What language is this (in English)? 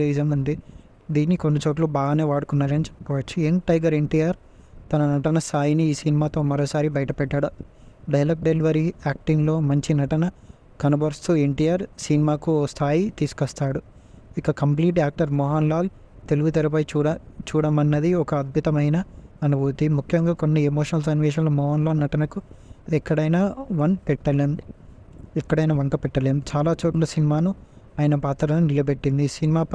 Telugu